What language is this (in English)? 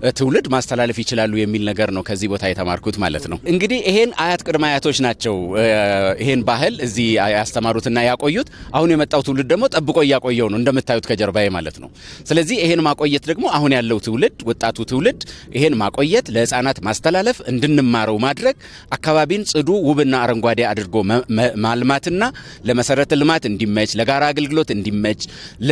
Amharic